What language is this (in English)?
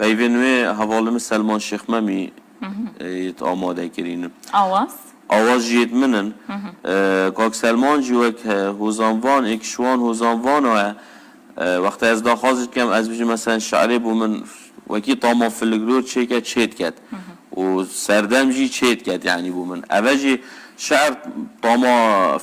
Kurdish